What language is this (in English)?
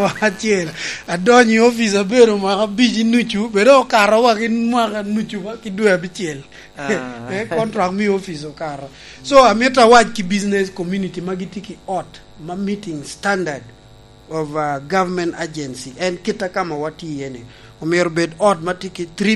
Lango (Uganda)